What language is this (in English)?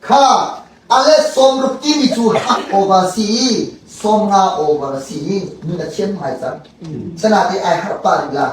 Hakha Chin